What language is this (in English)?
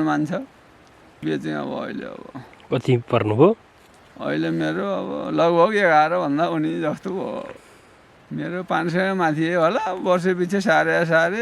Nepali